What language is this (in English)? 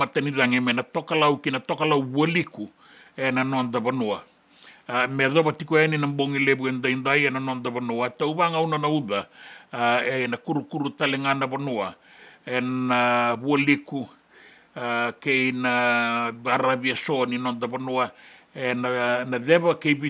Fijian